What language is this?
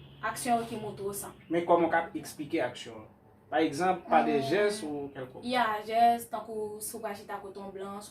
Haitian Creole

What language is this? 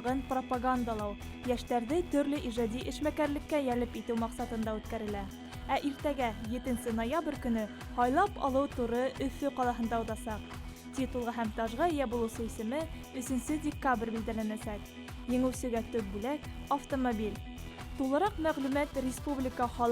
Bashkir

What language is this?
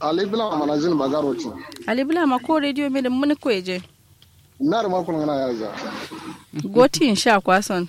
Kanuri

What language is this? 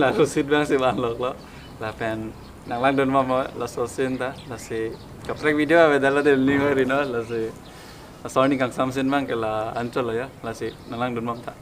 Karbi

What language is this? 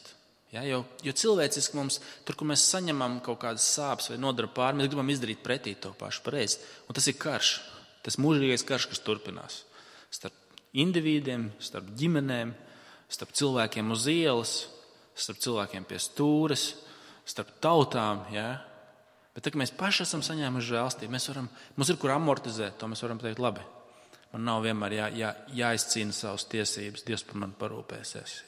Latvian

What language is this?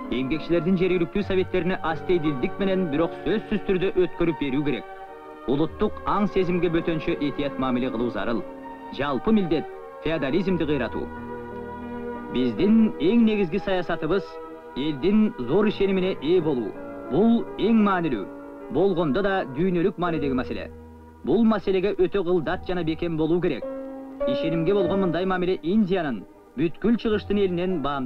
Kyrgyz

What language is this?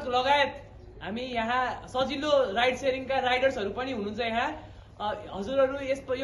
Nepali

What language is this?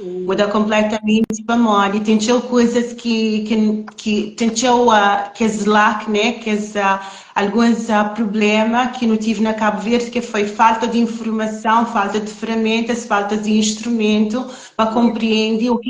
Kabuverdianu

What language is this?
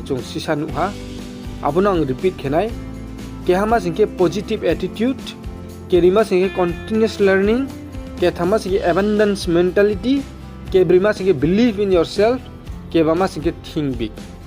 Riang (India)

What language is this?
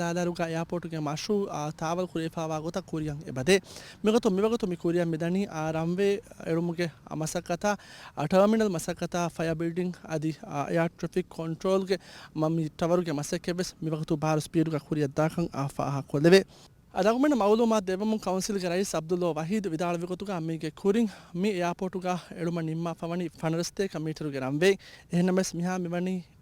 Divehi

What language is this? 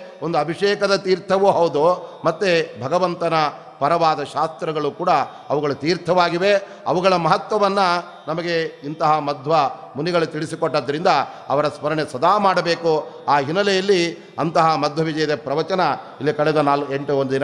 Kannada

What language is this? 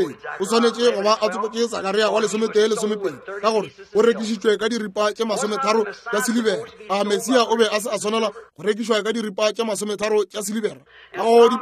Northern Sotho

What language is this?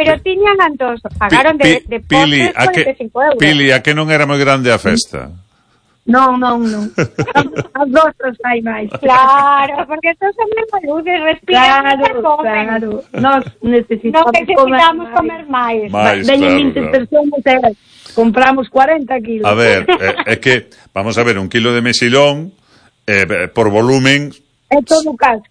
Galician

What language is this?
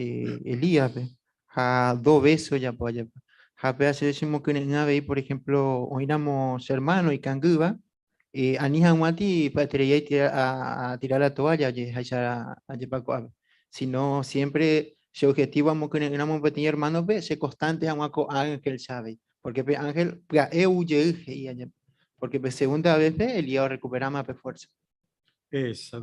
Guarani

